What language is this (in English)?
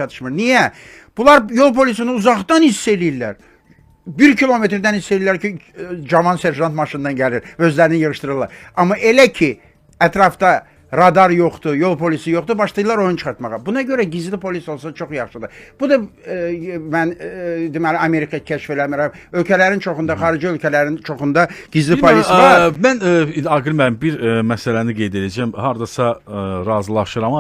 Azerbaijani